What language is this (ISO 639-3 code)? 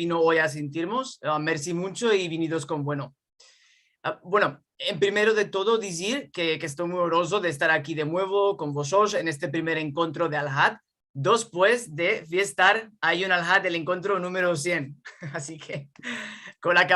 lad